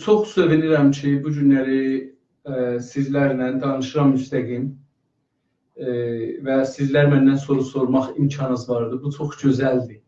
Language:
South Azerbaijani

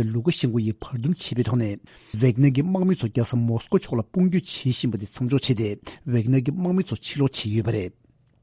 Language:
Tibetan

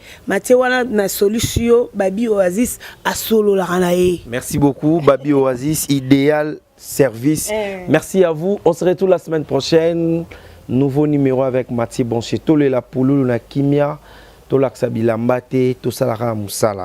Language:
Lingala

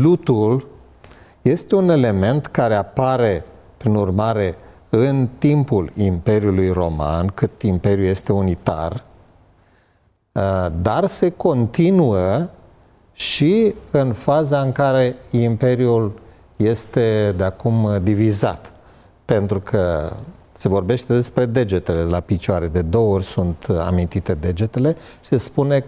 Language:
Romanian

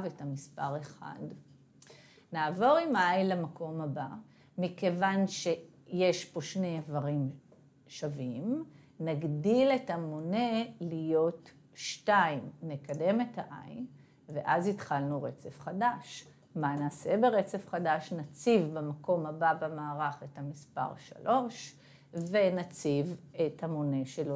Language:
Hebrew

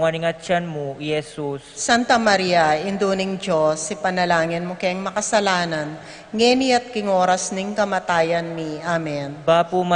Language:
Pampanga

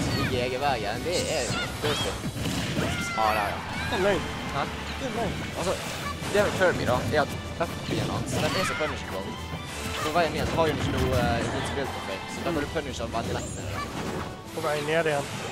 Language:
Norwegian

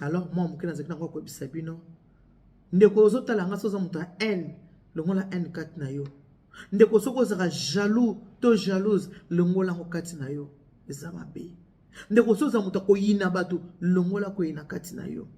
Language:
Lingala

